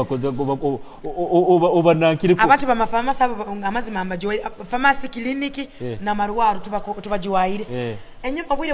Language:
Nyoro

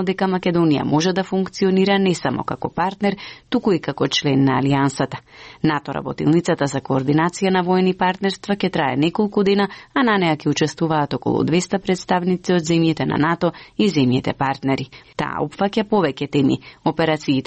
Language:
Macedonian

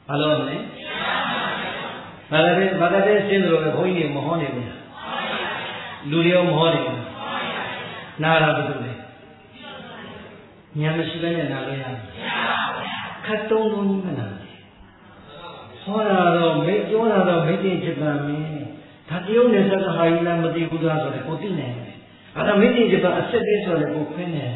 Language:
Burmese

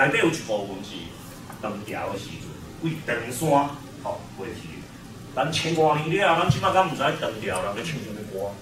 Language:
Min Nan Chinese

